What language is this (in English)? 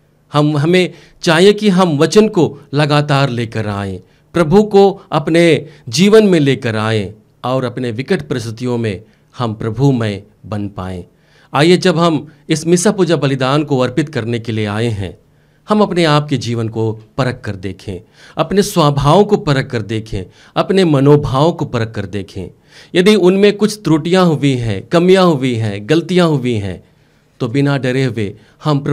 Hindi